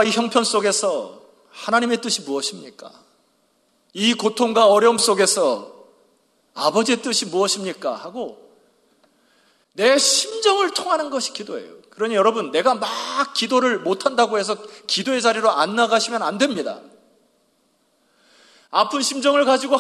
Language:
Korean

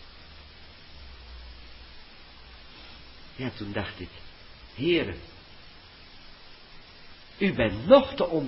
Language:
Dutch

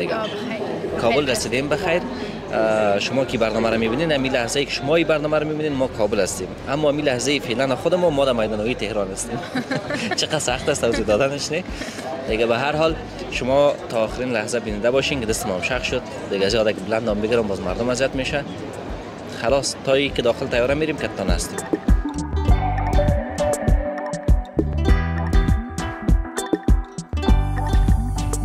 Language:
Persian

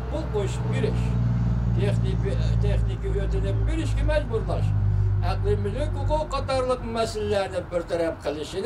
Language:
Uyghur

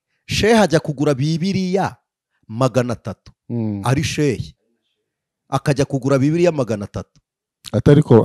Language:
Kinyarwanda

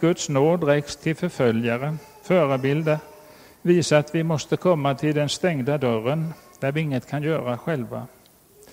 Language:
Swedish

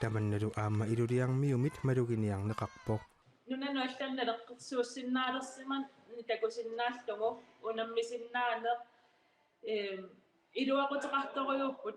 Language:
Kalaallisut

